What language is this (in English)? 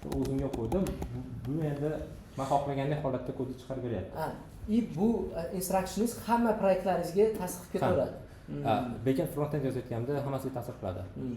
Uzbek